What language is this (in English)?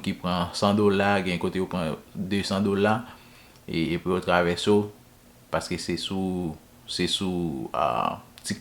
Haitian Creole